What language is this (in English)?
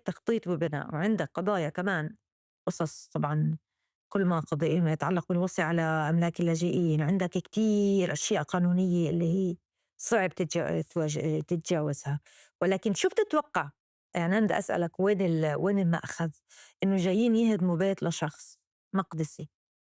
North Levantine Arabic